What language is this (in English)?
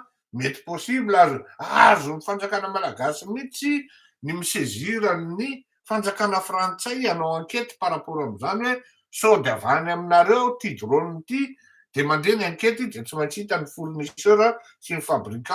Malagasy